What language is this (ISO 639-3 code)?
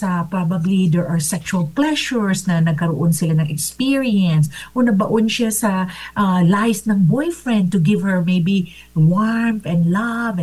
fil